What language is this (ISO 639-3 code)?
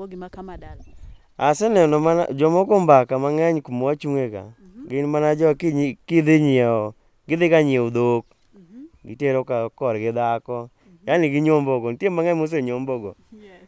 luo